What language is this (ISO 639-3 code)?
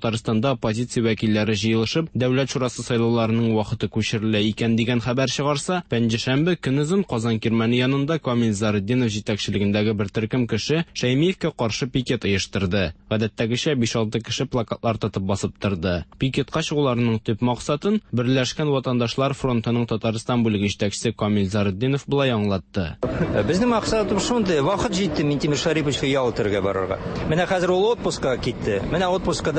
tat